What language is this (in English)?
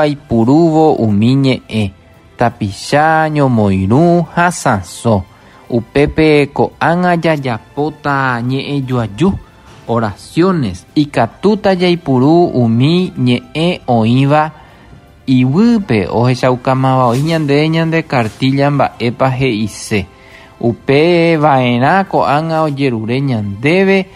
Guarani